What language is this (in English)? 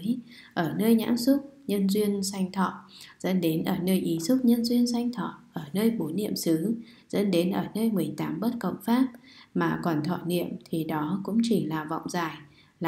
Vietnamese